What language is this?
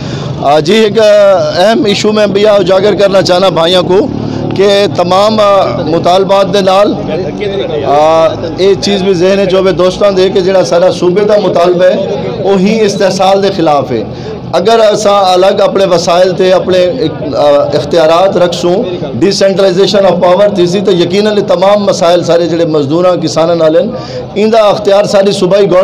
Saraiki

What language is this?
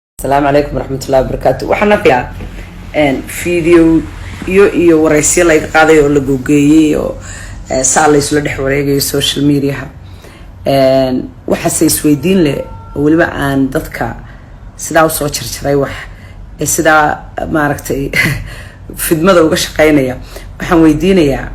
Somali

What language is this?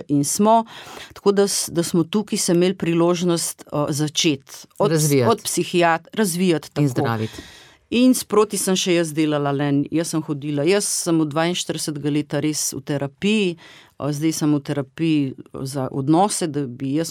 Slovenian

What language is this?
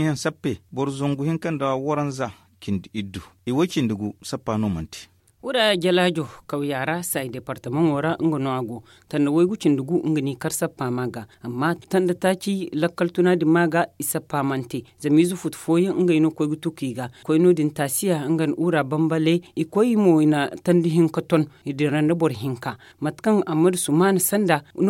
Zarma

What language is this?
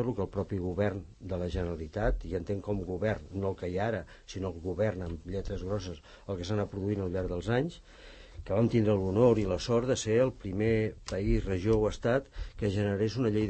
Catalan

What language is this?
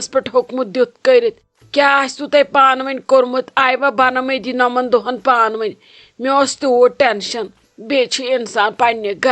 Kashmiri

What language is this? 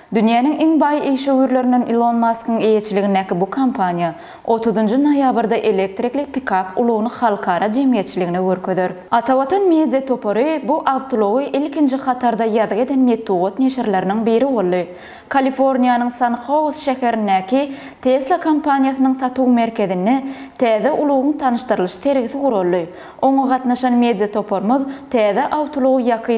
Turkmen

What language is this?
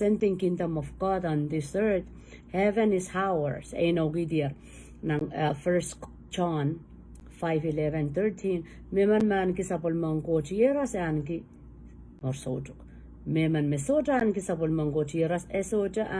Pohnpeian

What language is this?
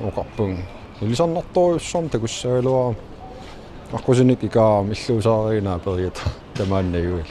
Kalaallisut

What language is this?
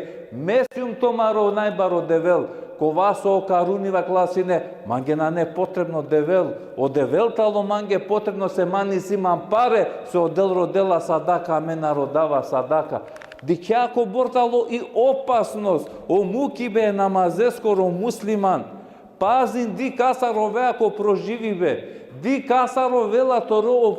Balkan Romani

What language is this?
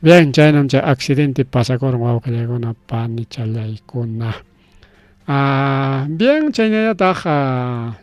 Ayacucho Quechua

